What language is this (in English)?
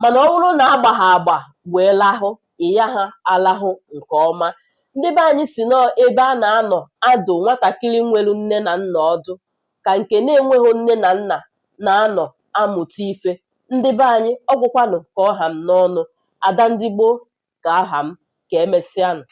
Igbo